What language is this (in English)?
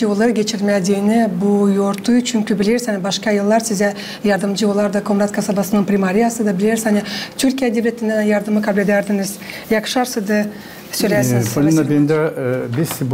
Gagauz